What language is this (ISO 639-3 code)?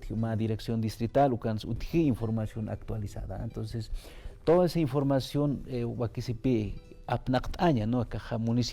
aym